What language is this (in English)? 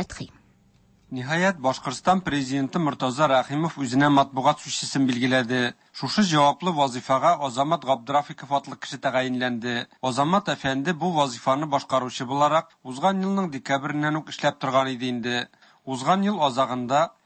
Tatar